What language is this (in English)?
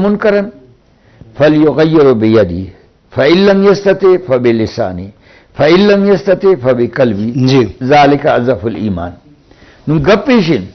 Eastern Balochi